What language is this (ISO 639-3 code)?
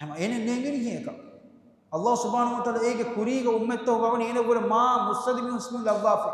div